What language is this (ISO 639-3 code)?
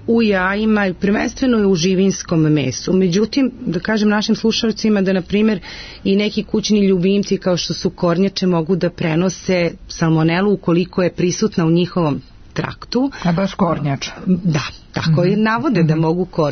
srp